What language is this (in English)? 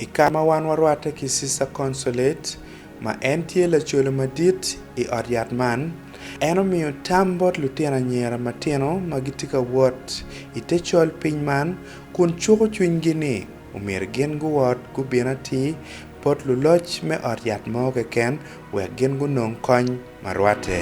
Acoli